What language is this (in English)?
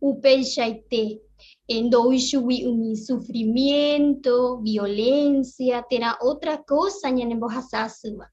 Guarani